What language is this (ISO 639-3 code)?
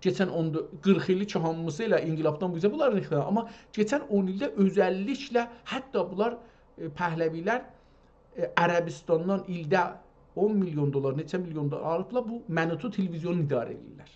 azb